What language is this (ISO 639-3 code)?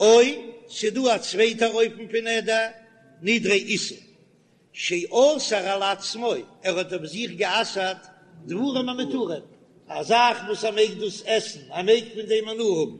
yid